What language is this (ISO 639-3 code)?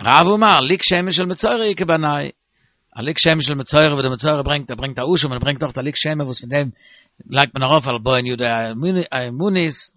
yid